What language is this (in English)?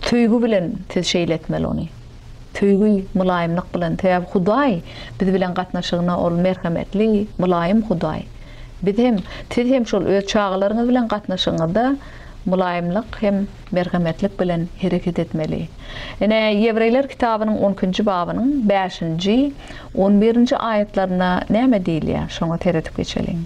Turkmen